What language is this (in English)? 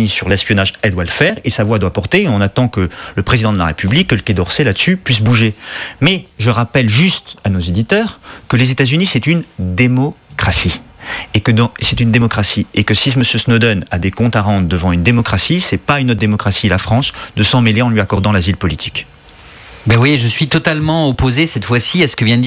French